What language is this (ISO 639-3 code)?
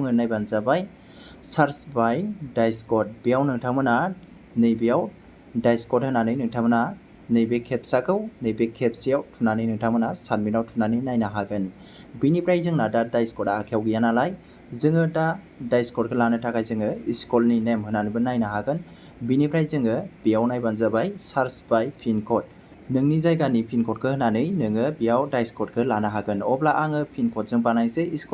brx